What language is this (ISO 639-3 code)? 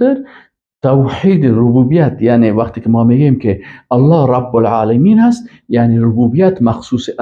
fas